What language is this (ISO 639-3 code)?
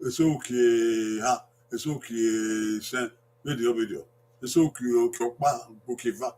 bin